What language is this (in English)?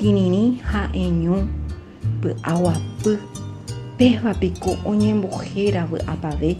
Guarani